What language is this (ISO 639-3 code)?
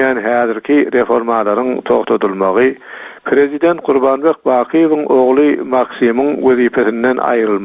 tuk